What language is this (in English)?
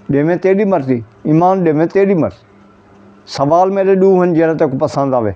Saraiki